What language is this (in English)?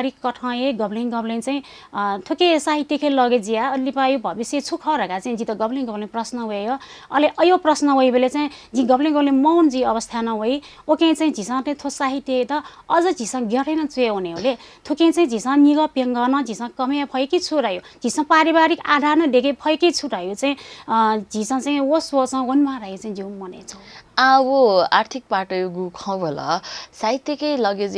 Newari